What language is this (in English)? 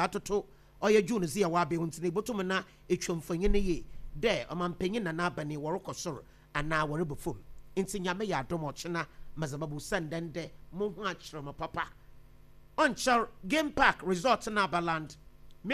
Akan